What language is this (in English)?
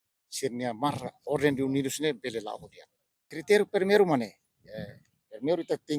Tetum